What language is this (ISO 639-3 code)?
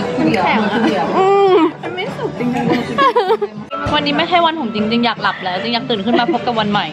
tha